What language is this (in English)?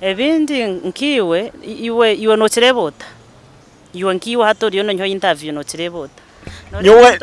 Nyankole